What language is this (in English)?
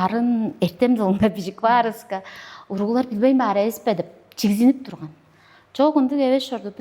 Tuvinian